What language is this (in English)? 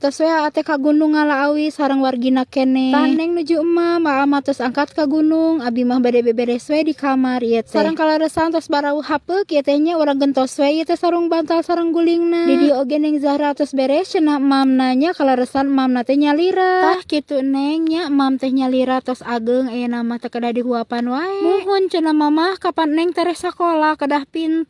Sundanese